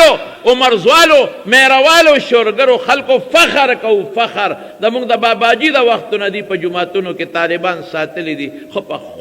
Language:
Pashto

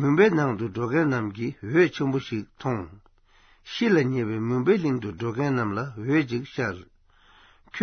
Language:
Tibetan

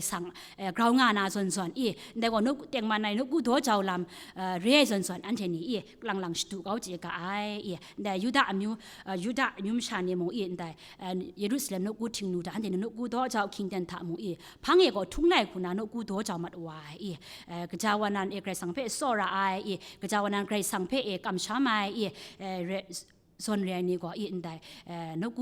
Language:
Kachin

